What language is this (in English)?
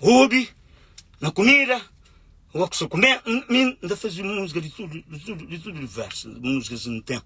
Kabuverdianu